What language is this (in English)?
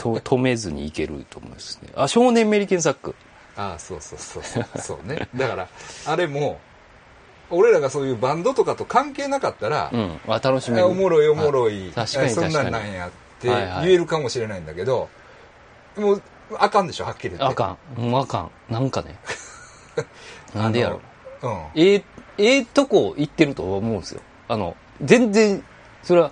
Japanese